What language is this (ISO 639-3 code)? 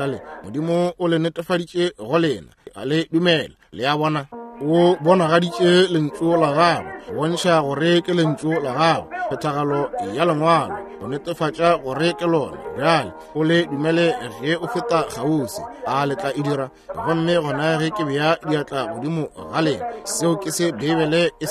nso